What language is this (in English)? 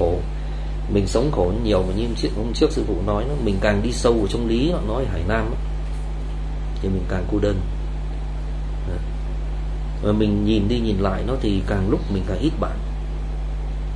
Vietnamese